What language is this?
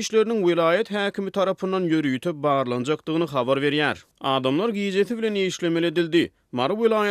Turkmen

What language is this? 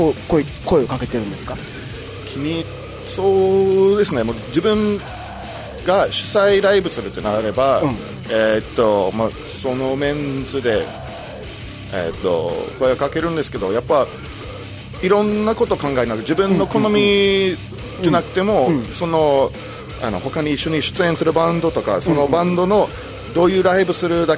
Japanese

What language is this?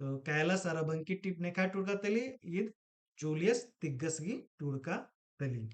Kurukh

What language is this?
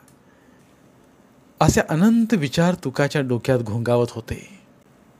Marathi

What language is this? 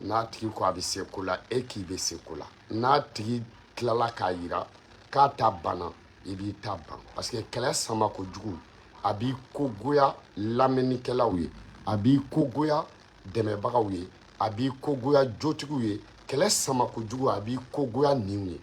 Bambara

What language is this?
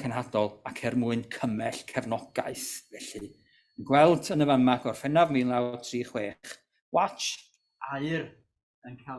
Welsh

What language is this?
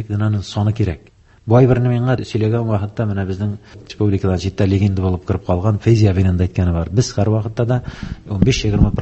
Tatar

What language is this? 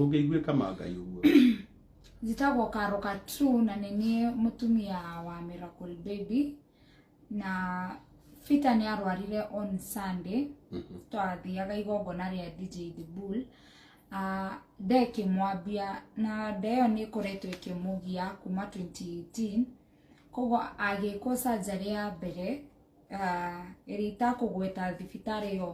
Kikuyu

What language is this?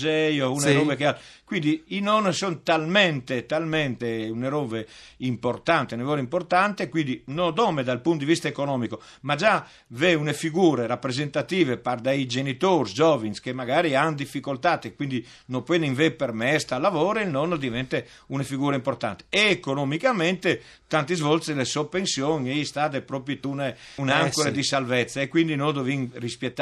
Friulian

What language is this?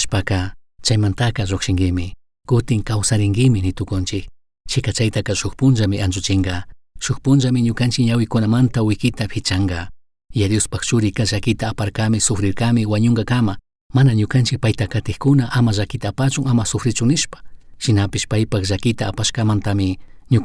Chimborazo Highland Quichua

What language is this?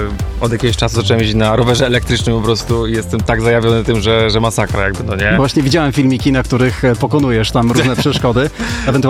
Polish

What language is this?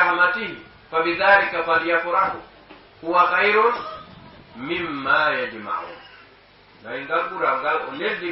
Fula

